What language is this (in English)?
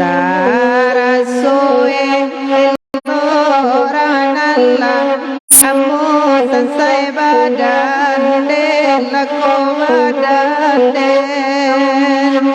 Minangkabau